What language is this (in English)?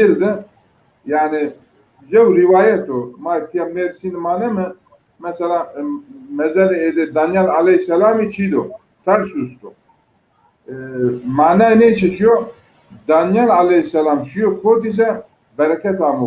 Zaza